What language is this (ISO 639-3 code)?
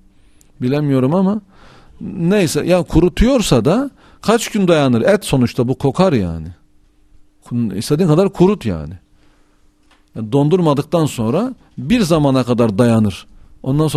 tur